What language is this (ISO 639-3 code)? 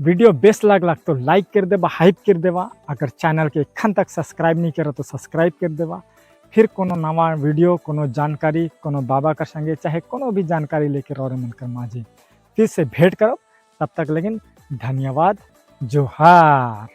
sck